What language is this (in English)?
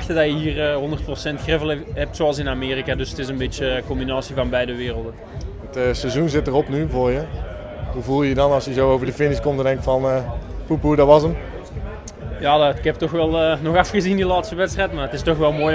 Dutch